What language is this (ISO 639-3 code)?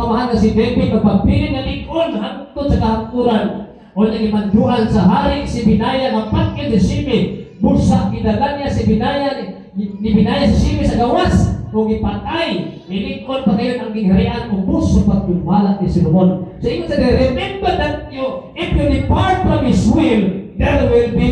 ceb